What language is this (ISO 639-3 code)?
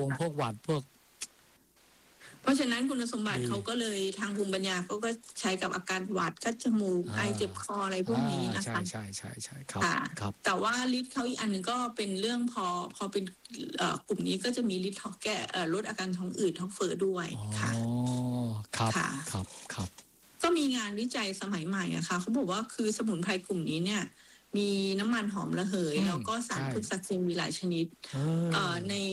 tha